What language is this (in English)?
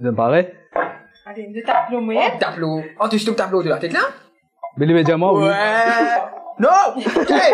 Morisyen